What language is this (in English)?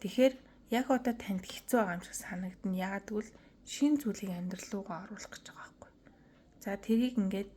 Mongolian